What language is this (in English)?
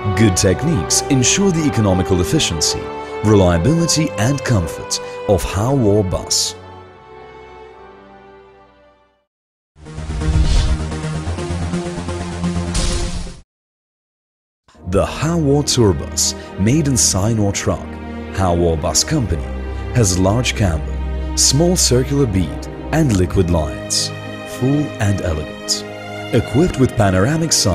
English